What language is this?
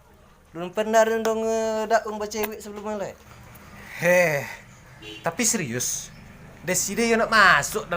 Minangkabau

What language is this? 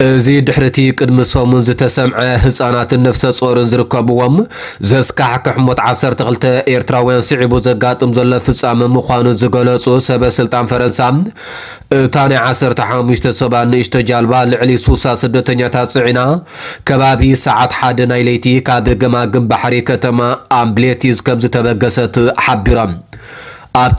Tigrinya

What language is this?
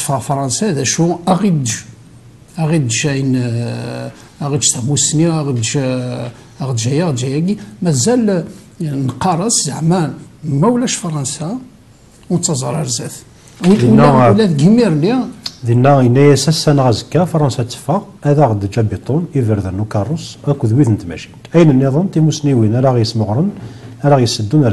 Kabyle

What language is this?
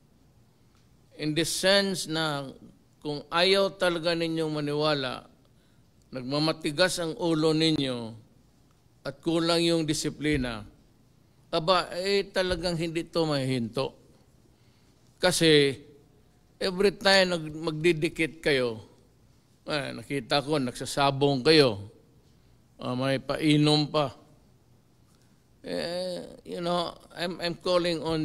Filipino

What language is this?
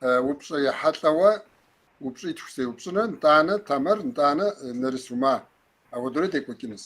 Kabardian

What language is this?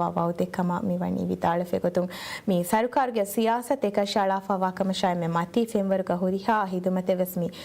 Divehi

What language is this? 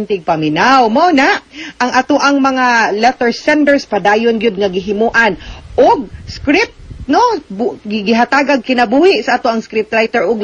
Cebuano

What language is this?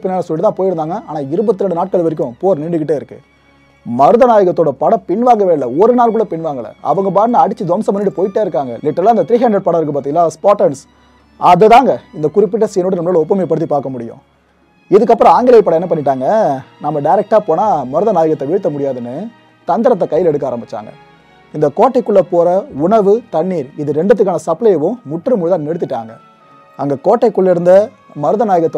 Tamil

